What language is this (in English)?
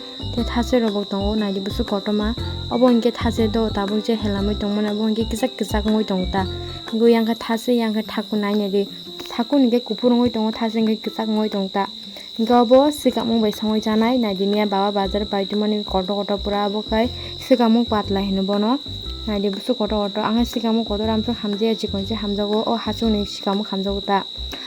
Kok Borok